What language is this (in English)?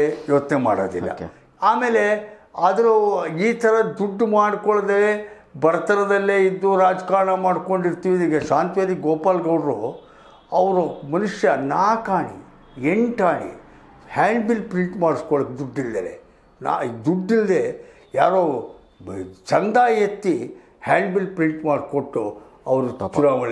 Kannada